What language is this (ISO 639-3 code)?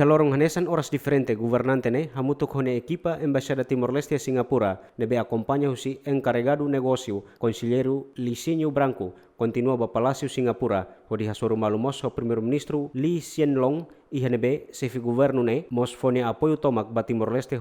tet